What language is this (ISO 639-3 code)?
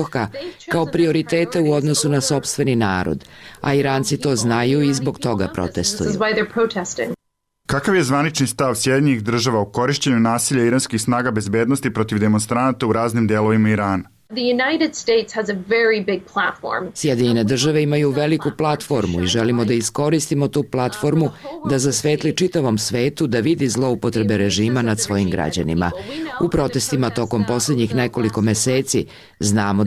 srp